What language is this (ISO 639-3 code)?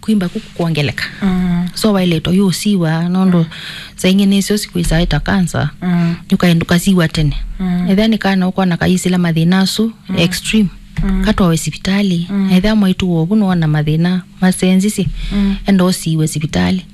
kam